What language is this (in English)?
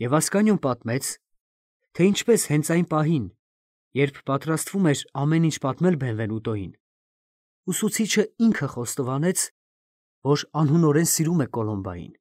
Armenian